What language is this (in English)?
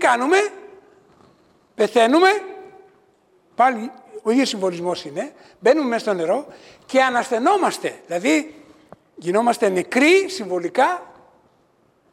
Greek